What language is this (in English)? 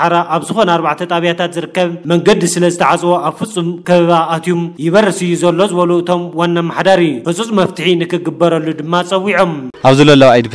Tigrinya